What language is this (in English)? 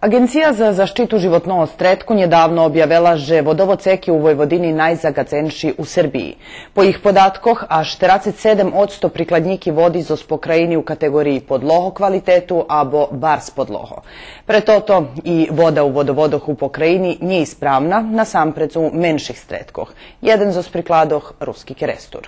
Rusyn